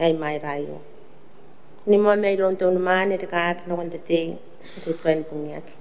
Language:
Gilbertese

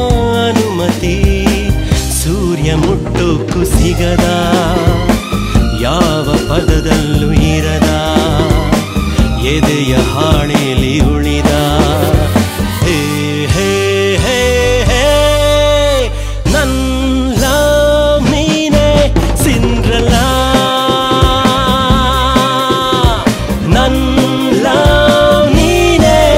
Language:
Kannada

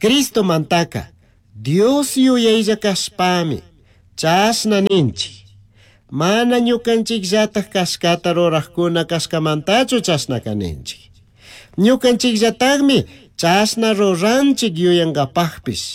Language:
Chimborazo Highland Quichua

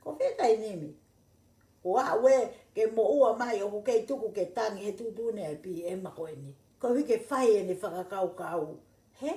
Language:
Tongan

